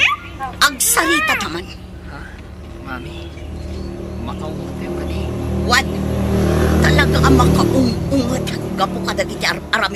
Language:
Iloko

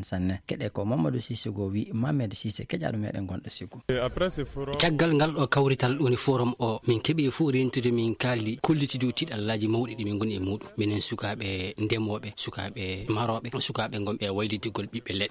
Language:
Fula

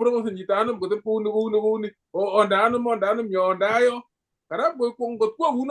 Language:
Kalenjin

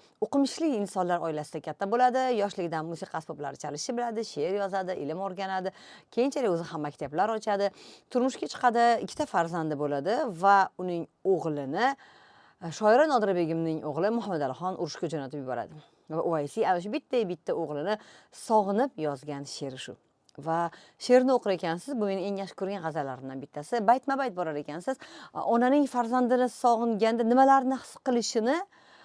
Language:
Uzbek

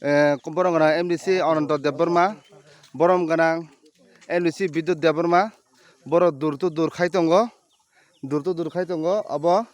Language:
Kok Borok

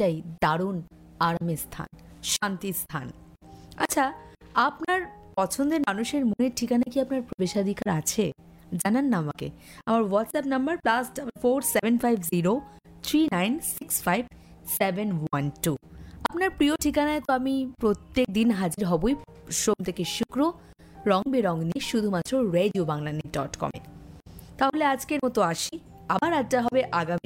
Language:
Bangla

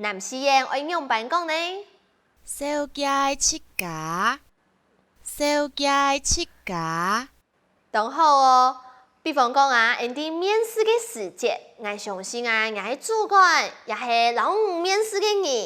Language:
Hakka Chinese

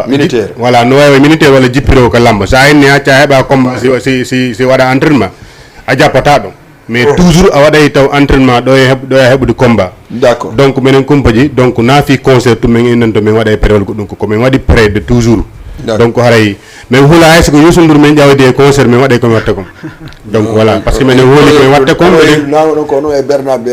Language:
Fula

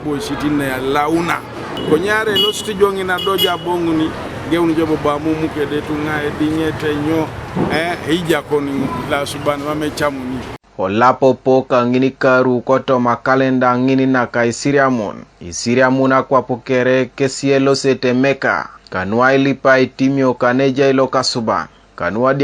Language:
Teso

